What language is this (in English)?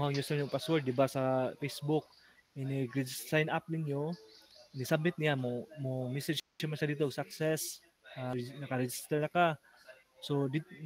Cebuano